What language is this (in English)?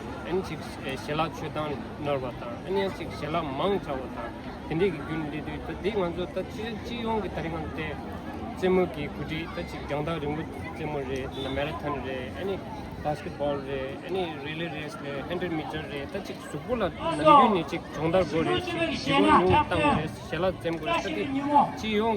Tibetan